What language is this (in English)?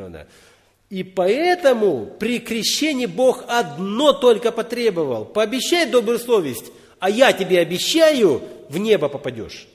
Russian